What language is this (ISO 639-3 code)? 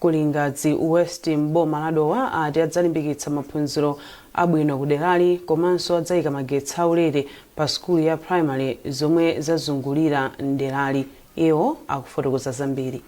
nya